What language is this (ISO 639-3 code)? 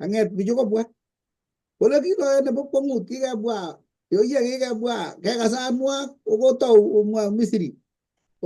kln